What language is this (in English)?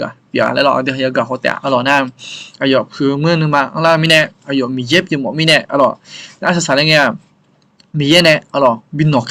Akha